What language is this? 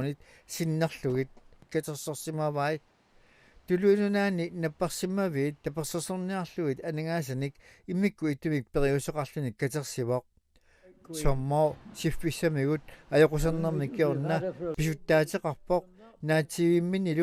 Kalaallisut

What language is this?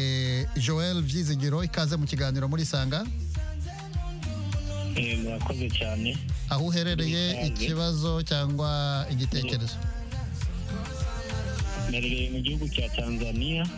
Kinyarwanda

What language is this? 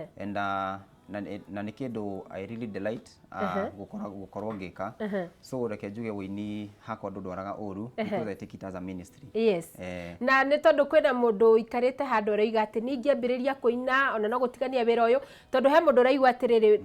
Kikuyu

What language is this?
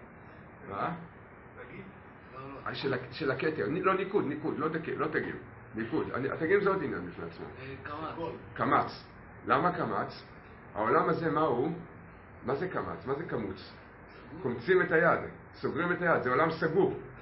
Hebrew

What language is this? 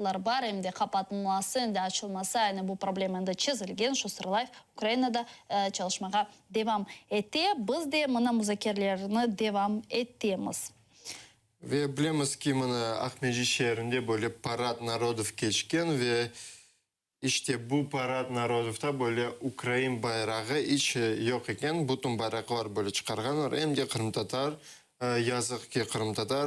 Crimean Tatar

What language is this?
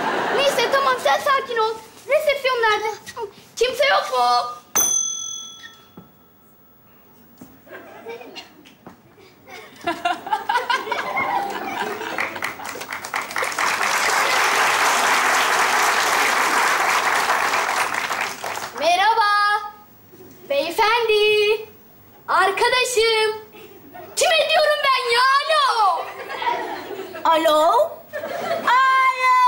Turkish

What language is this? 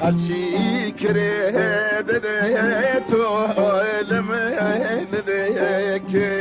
Kurdish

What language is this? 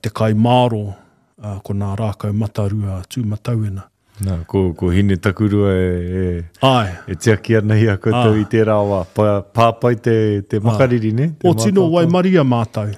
Māori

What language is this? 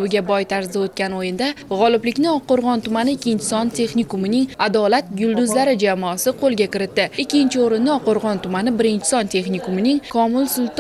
Uzbek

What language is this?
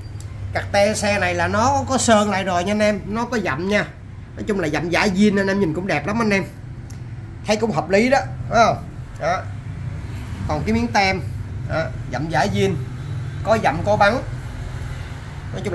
Vietnamese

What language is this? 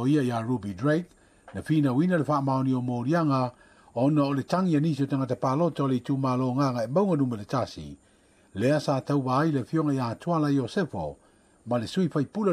Samoan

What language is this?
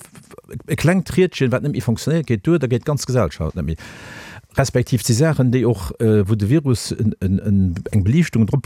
Luxembourgish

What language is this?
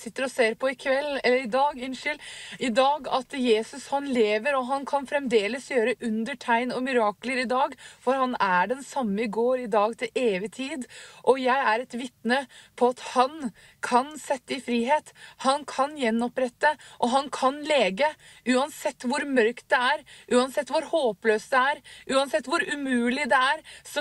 Norwegian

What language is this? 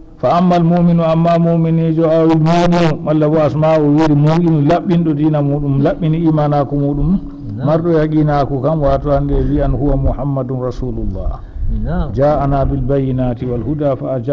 Fula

